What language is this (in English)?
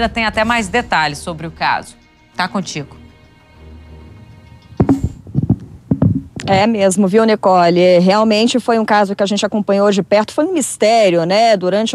Portuguese